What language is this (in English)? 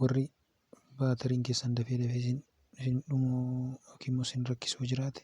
Oromo